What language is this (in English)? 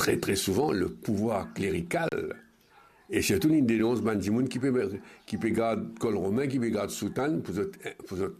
Morisyen